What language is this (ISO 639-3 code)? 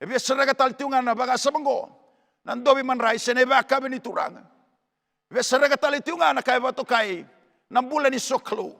fij